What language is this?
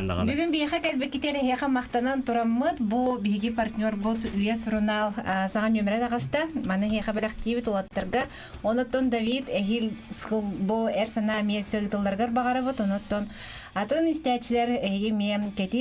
Yakut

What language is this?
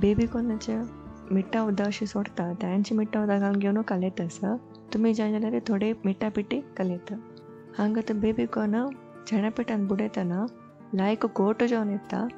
Konkani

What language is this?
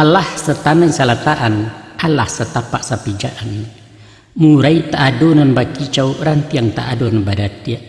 Minangkabau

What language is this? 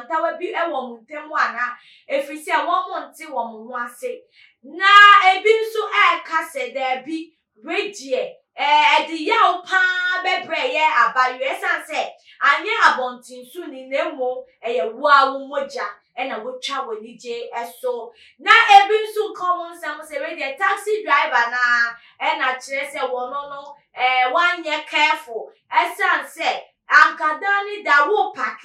Akan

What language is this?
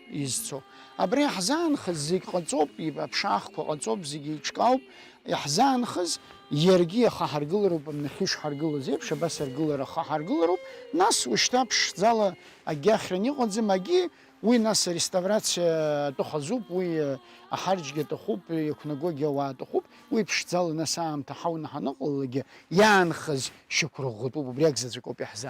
Abkhazian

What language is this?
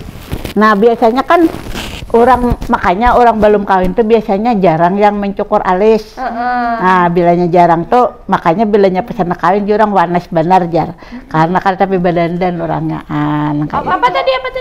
Banjar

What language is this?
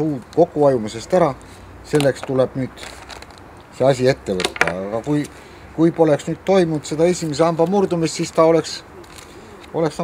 Estonian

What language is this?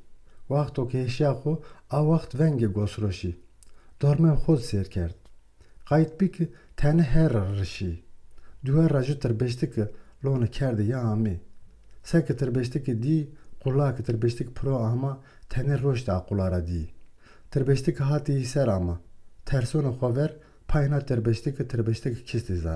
Zaza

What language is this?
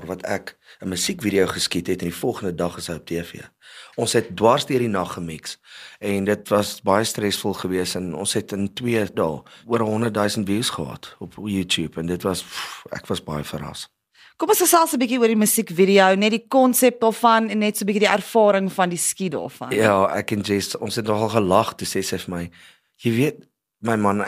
Afrikaans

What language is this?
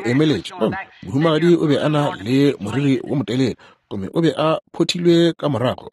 Northern Sotho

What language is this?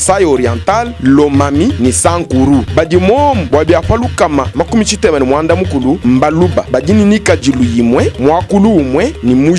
Luba-Lulua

